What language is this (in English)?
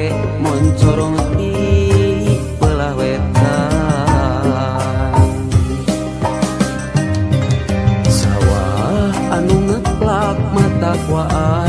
Sundanese